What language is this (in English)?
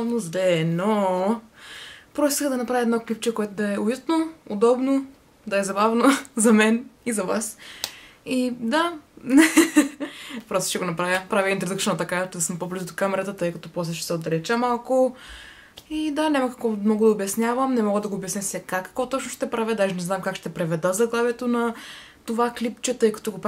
Bulgarian